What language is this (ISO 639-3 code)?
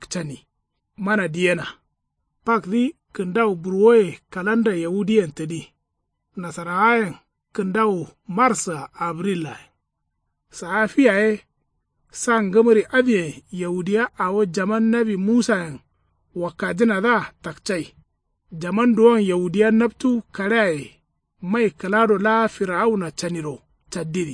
kau